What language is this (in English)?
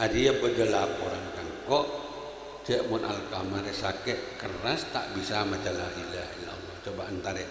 Madurese